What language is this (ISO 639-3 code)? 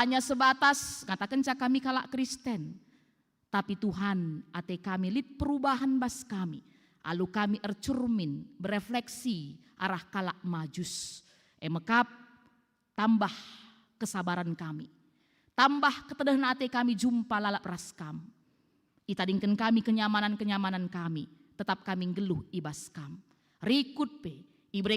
btx